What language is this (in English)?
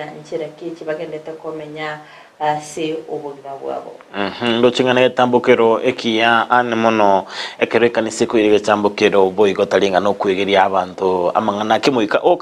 Gusii